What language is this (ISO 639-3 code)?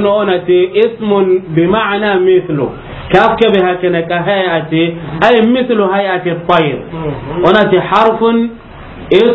snk